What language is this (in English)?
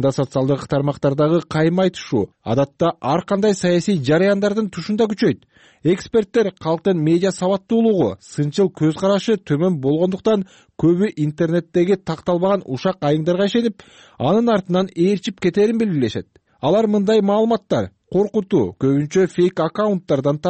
Kyrgyz